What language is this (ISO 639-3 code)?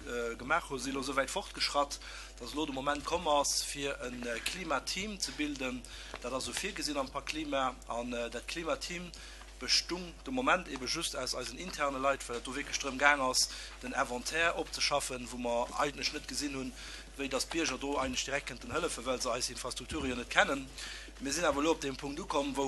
ltz